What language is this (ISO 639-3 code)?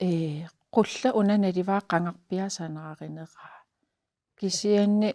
kal